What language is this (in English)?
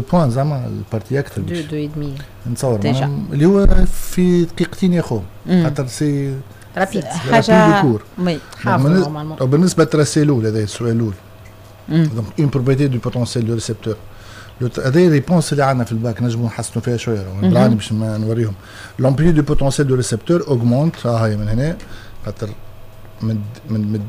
Tunisian Arabic